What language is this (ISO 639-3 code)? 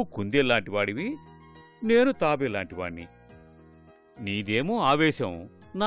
tel